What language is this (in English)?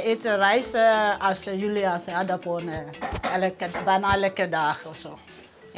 Western Frisian